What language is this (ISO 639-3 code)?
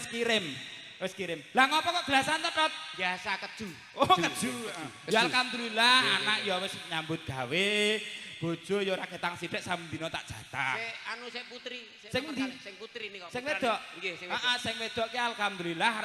jav